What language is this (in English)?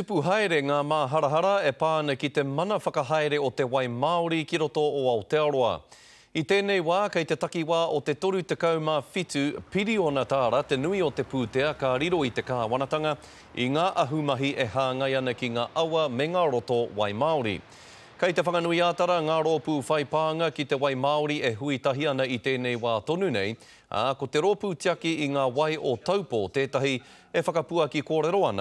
Māori